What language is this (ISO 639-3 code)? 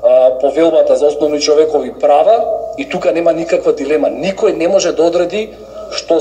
mkd